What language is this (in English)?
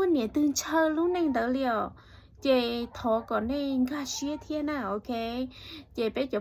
Hmong